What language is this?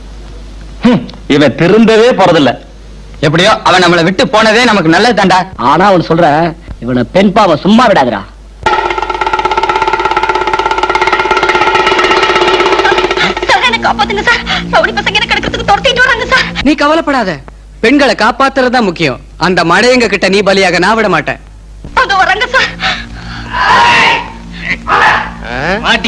Tamil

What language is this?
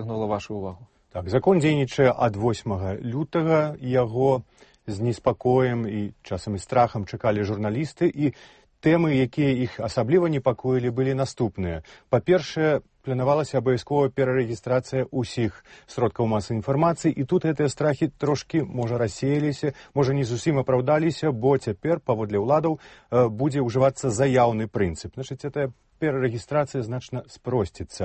Belarusian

